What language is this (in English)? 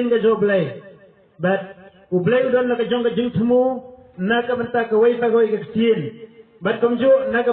Khasi